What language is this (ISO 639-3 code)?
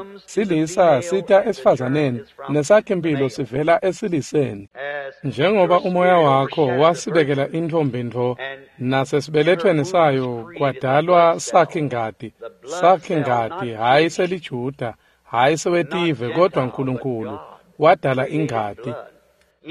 ssw